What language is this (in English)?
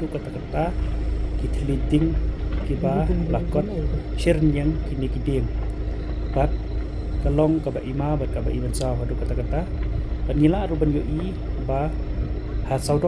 Khasi